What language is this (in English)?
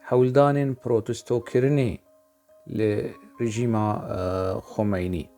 Kurdish